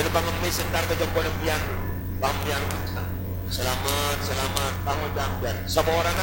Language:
Madurese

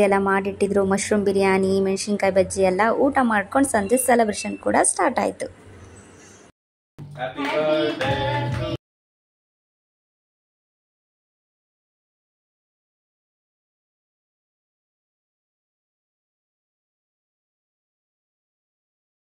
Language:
Kannada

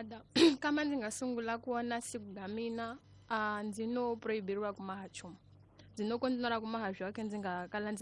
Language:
Tsonga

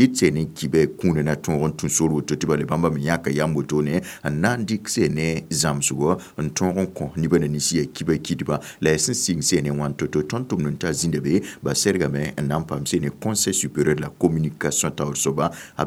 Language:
Mossi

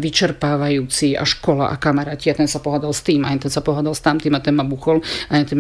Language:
Slovak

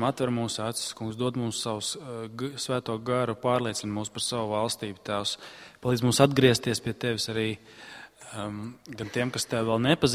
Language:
Latvian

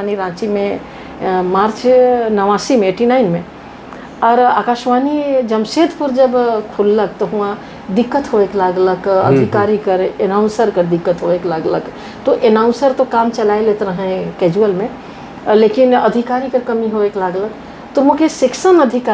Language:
Sadri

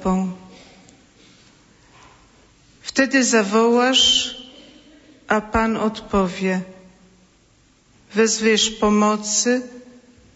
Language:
Polish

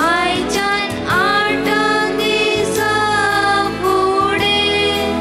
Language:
Konkani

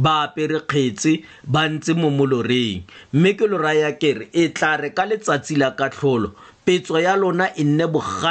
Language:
Tswana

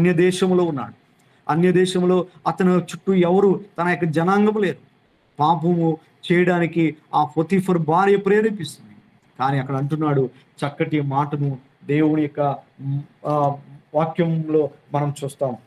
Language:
Telugu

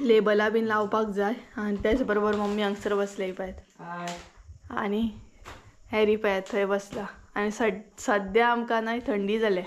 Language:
Konkani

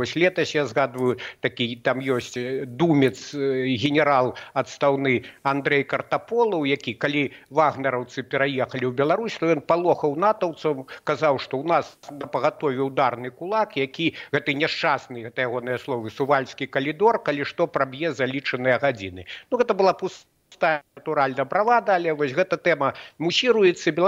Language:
Belarusian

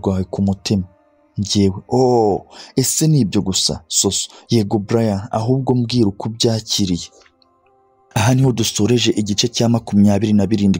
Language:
Kinyarwanda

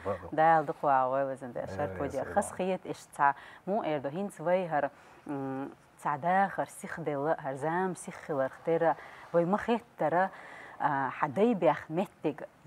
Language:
Chechen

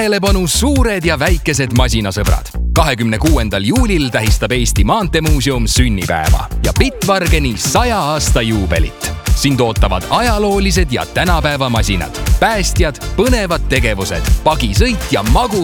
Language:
Estonian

